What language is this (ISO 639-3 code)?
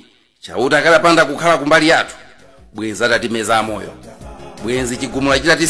nya